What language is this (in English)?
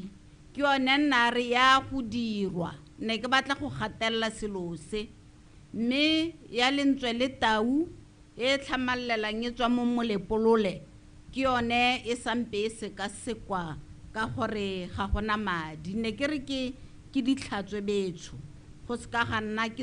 Tswana